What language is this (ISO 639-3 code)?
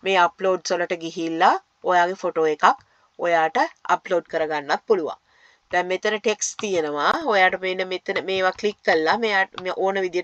sin